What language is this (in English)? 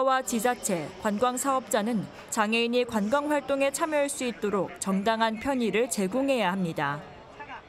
Korean